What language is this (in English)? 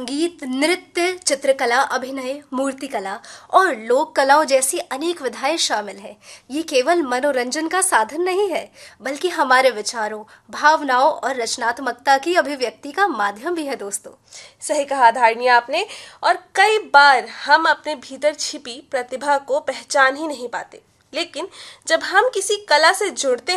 Hindi